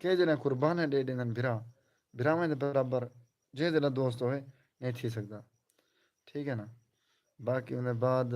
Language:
Saraiki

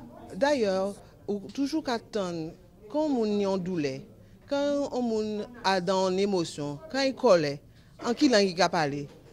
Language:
Guadeloupean Creole French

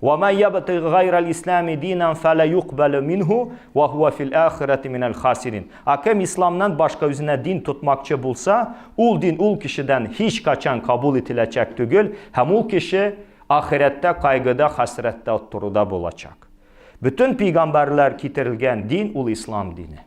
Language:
Tatar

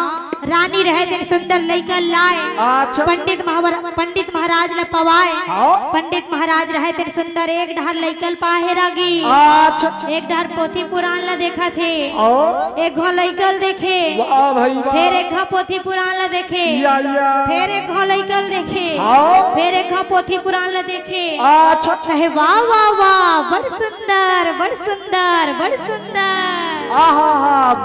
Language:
Chhattisgarhi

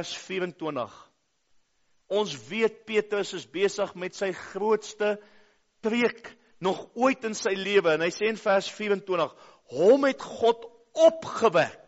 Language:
Afrikaans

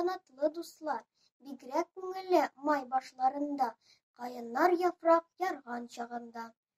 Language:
Tatar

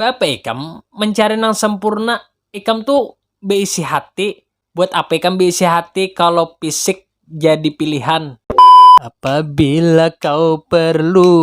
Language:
Banjar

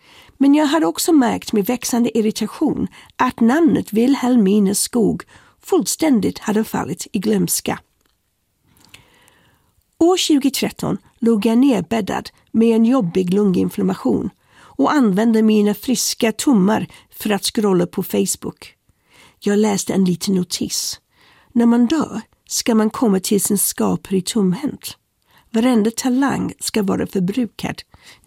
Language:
Swedish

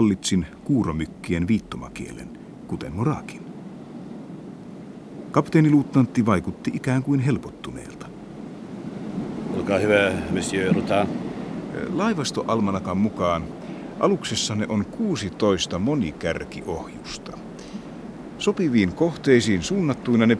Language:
Finnish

